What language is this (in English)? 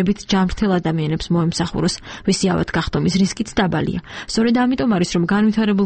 Georgian